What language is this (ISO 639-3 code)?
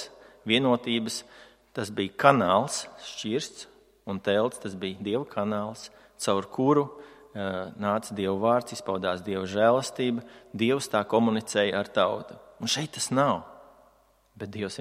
lav